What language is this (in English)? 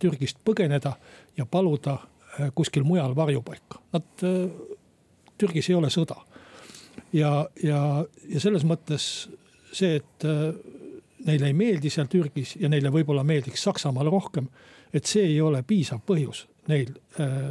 Estonian